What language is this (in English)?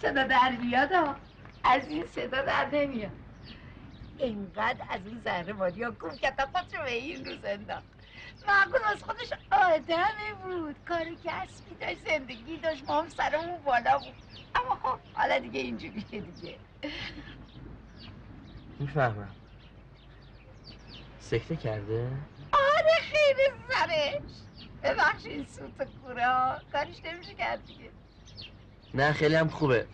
Persian